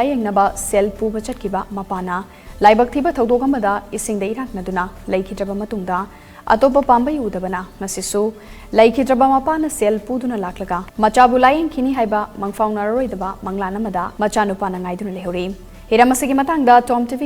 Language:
Manipuri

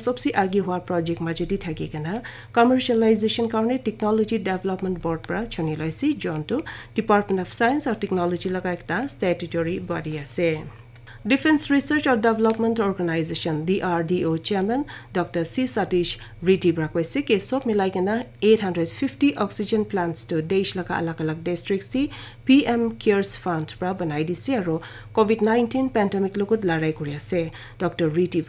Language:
Naga Pidgin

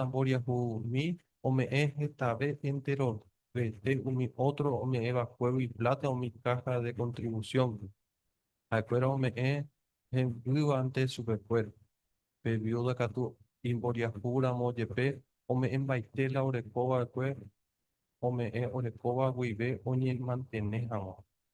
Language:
Guarani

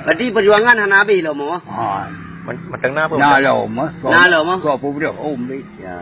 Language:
Achinese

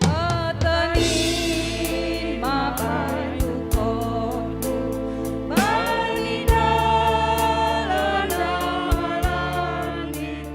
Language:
Batak Simalungun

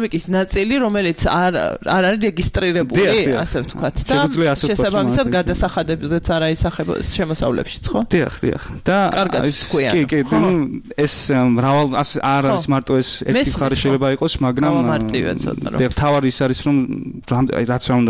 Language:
Georgian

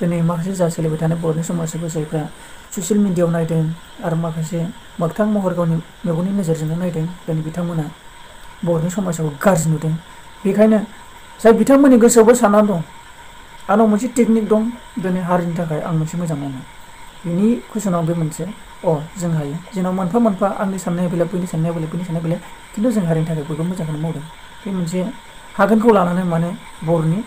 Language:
Bodo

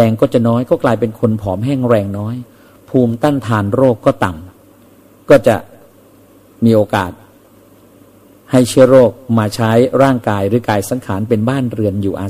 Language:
Thai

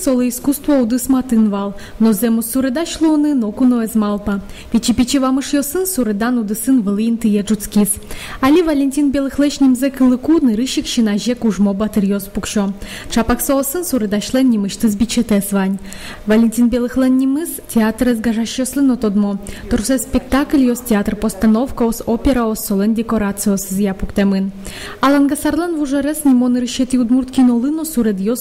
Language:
Udmurt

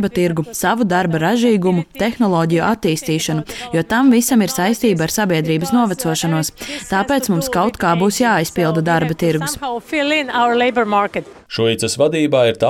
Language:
Latvian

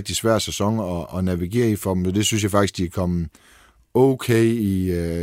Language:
Danish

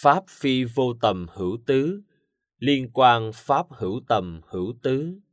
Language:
Vietnamese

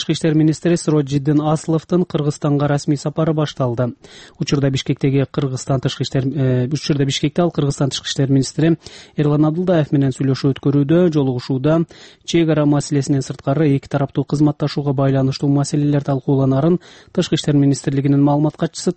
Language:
Kyrgyz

